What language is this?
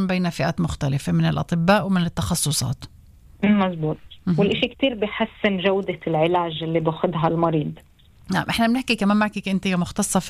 North Levantine Arabic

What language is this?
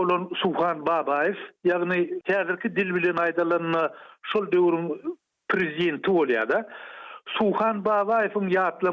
Turkmen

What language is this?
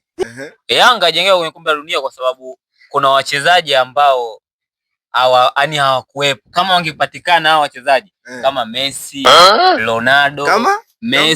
Swahili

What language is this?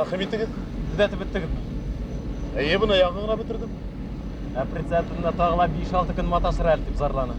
Bashkir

